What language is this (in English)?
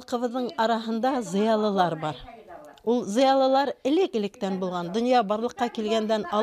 Bashkir